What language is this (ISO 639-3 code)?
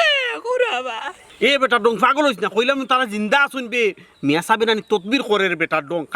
syl